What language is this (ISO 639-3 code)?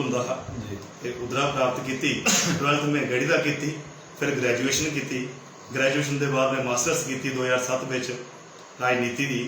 doi